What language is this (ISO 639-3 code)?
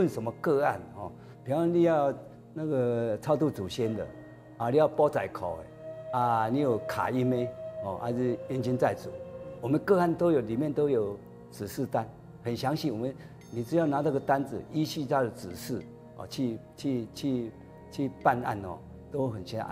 zho